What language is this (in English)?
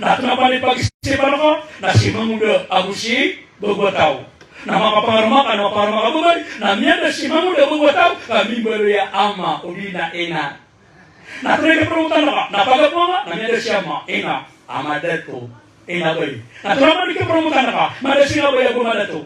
Maranao